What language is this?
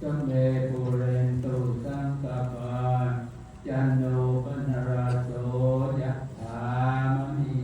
Pali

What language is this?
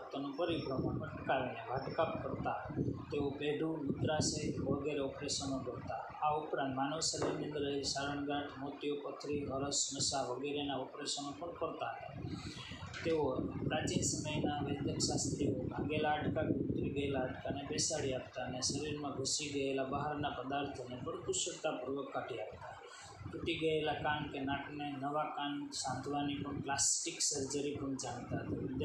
Gujarati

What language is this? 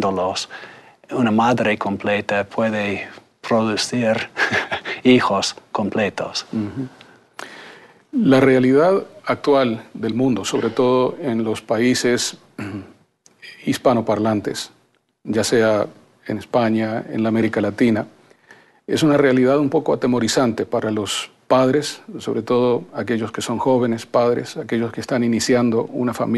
Spanish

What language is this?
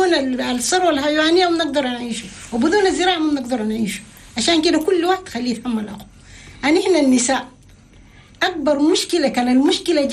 Chadian Arabic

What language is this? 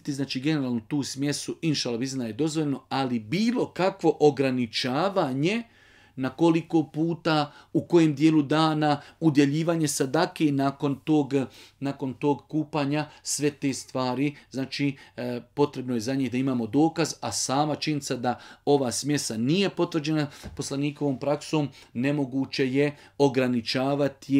Bosnian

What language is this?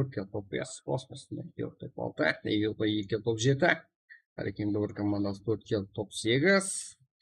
Kara-Kalpak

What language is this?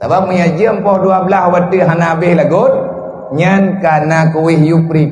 Achinese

